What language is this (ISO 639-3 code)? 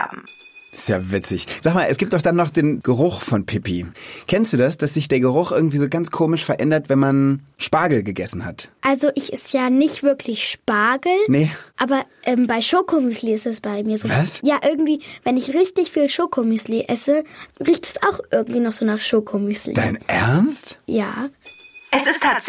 deu